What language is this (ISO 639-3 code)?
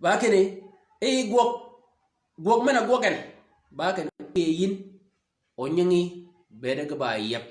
shk